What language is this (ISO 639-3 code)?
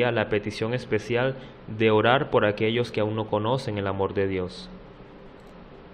spa